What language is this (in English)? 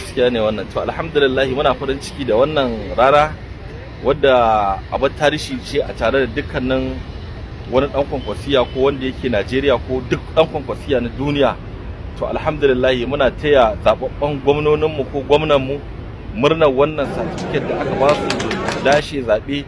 Hausa